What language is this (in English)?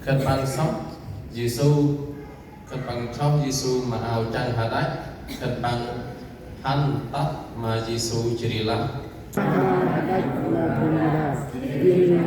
Central Mnong